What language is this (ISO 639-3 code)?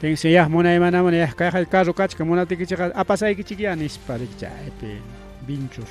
quy